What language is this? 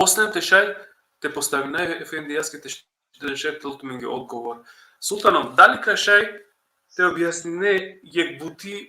Balkan Romani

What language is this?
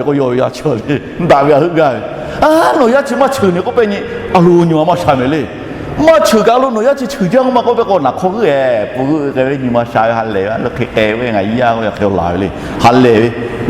Lahu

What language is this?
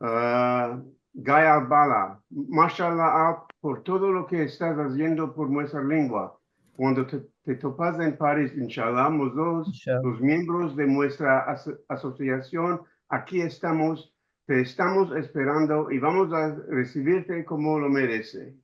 Ladino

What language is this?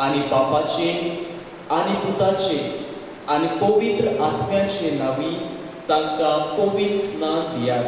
Konkani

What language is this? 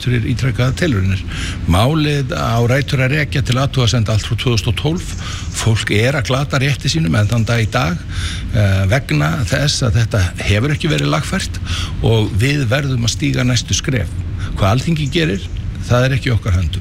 Icelandic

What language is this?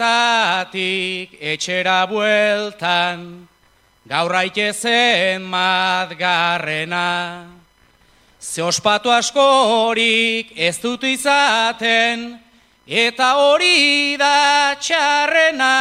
Basque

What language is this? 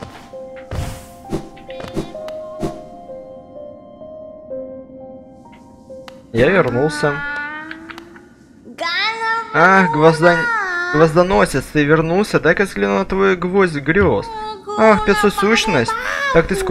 Russian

